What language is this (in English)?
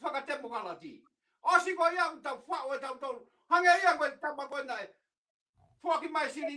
Tongan